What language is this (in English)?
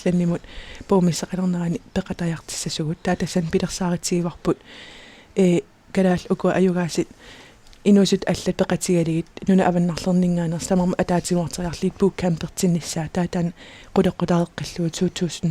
Kalaallisut